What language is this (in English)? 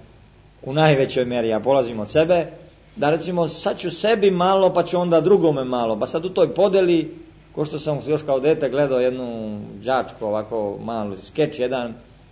Serbian